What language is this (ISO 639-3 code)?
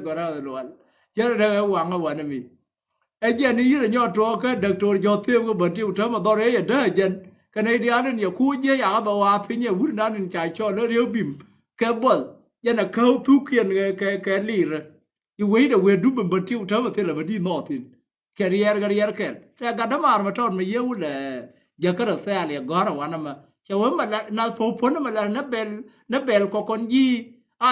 nus